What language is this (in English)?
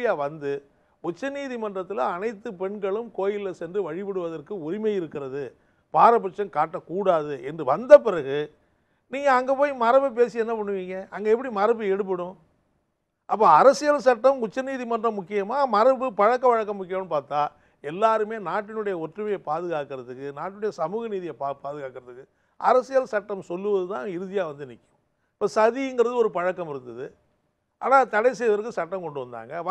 Tamil